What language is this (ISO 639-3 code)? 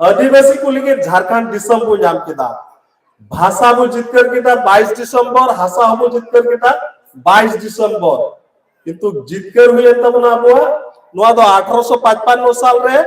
sat